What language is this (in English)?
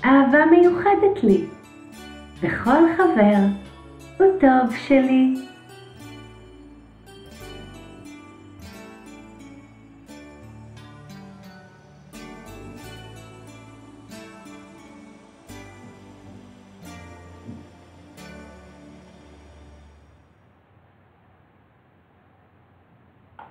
Hebrew